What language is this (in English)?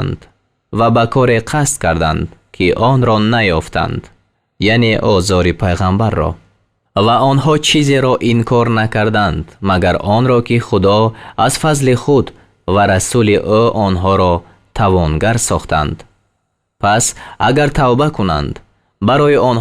Tajik